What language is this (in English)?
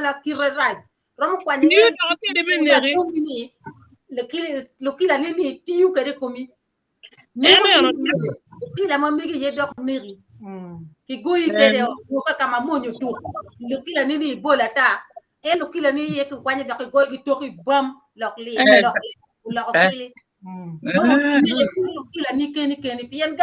Acoli